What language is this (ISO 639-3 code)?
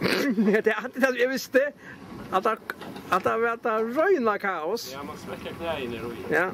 fao